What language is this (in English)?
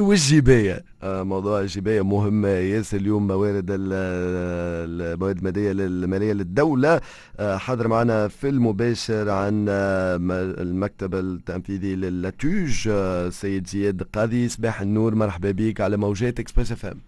Tunisian Arabic